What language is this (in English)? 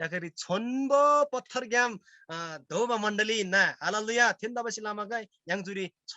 Eastern Tamang